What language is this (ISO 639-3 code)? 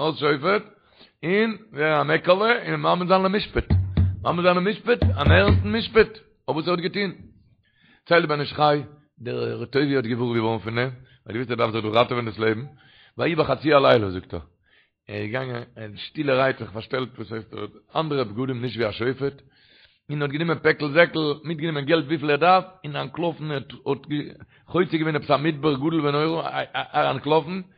yid